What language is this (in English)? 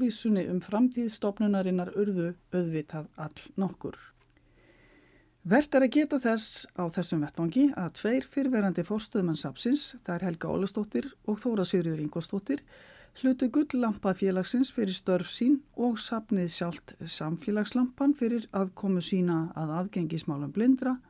Icelandic